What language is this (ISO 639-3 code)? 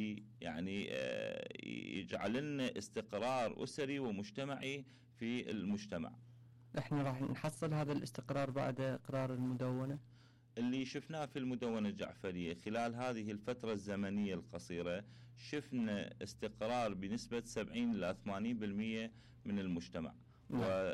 acm